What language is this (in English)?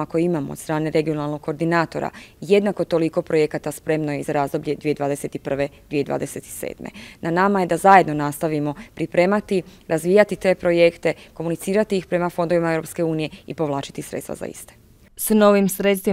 Croatian